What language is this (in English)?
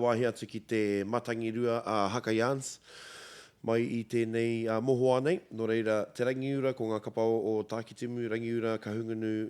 Māori